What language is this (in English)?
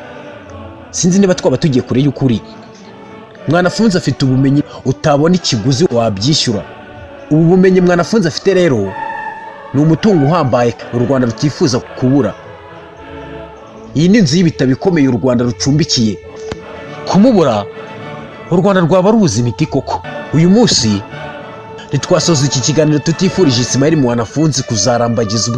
Kinyarwanda